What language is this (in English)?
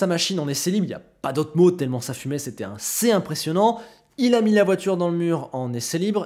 French